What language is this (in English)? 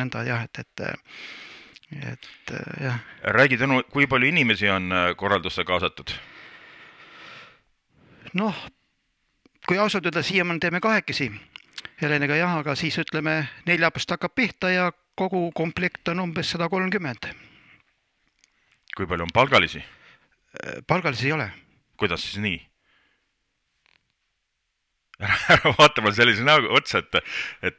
Estonian